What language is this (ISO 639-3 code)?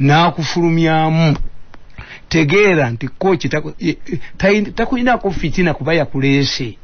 lug